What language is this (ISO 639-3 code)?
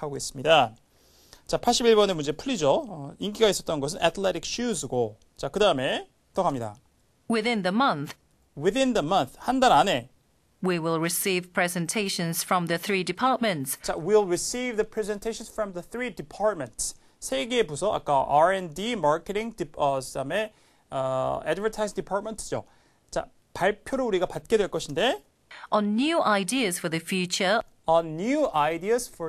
kor